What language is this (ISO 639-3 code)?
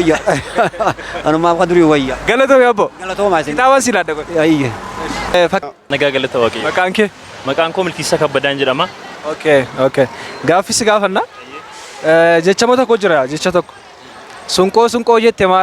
orm